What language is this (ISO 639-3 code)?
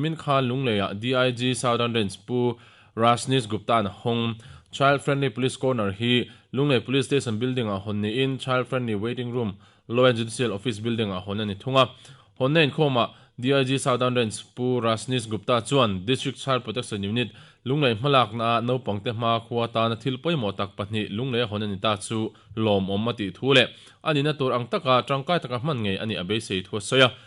lus